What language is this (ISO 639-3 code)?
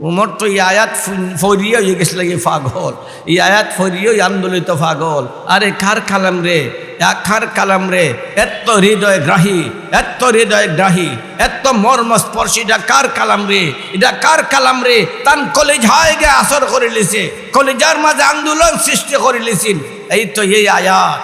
syl